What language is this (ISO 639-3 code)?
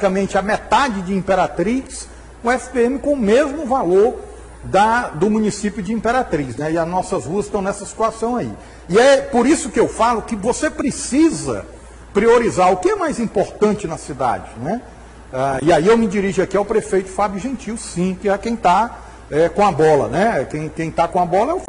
por